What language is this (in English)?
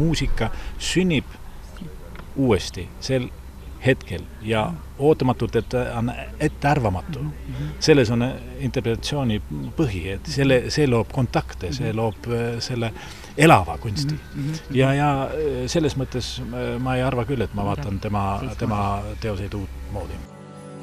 Estonian